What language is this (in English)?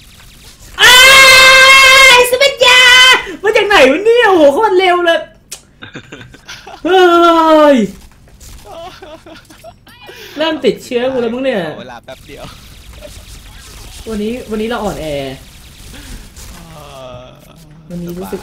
Thai